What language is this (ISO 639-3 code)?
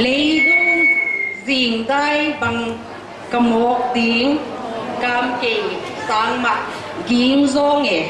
pck